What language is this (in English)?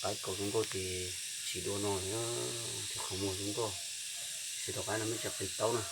Hmong